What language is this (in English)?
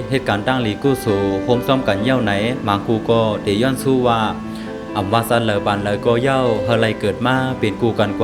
Shan